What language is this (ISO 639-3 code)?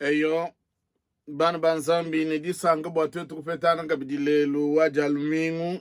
lua